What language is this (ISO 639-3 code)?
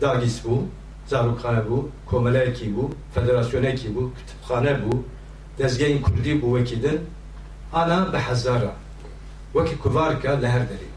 kur